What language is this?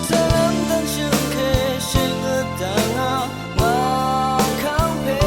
Rawang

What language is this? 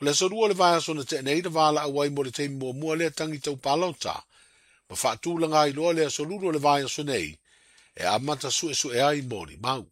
Samoan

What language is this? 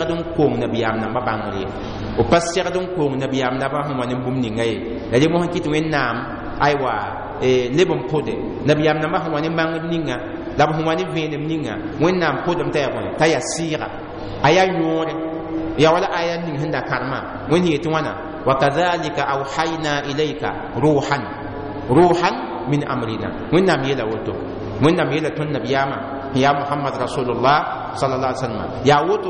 Mossi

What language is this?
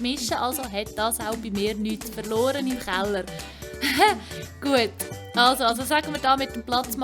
Swiss German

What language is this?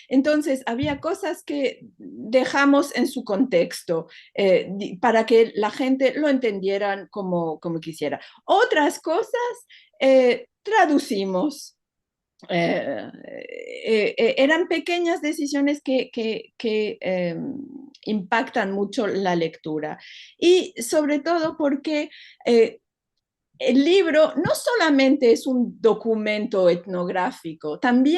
Ladino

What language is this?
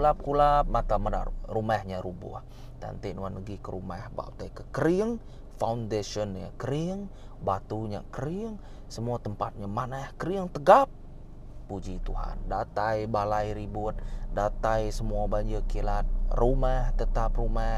Iban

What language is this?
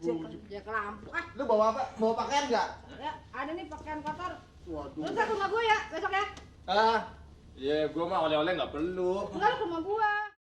Betawi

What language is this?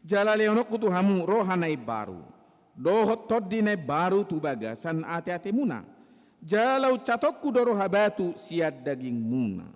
Batak Toba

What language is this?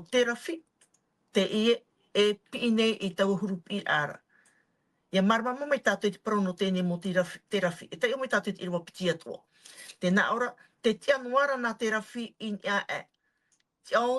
Tahitian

